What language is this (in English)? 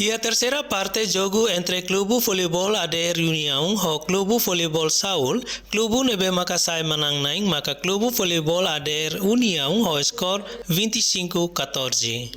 Tetum